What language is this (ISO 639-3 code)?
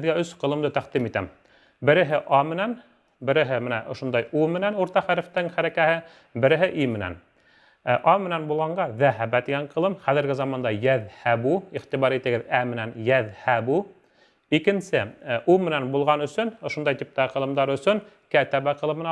bak